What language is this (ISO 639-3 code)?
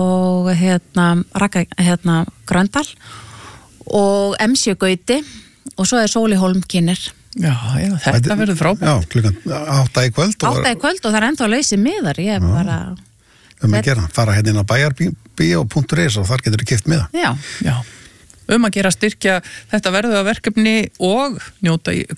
isl